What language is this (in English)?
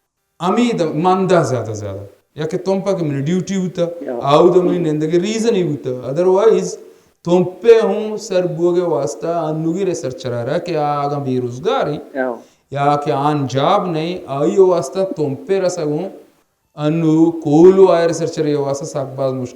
Baluchi